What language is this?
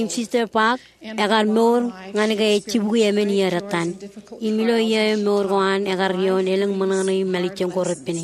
Marshallese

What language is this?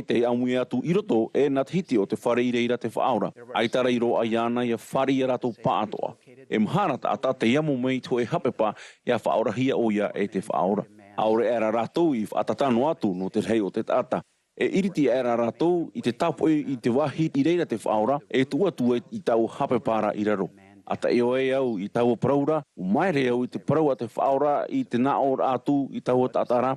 Tahitian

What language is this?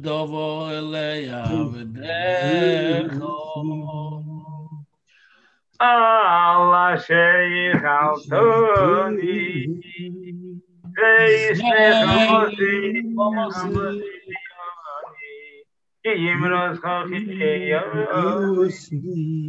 Hebrew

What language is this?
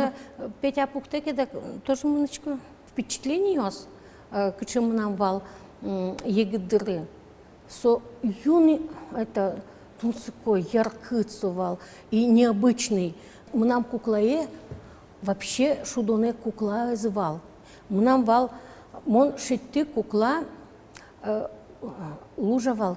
Udmurt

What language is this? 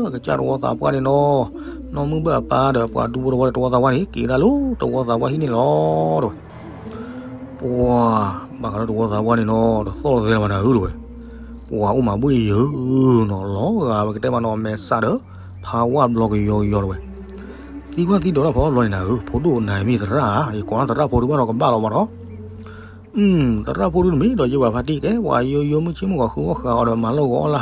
S'gaw Karen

